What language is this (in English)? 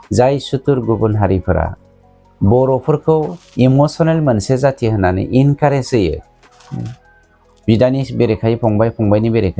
Bodo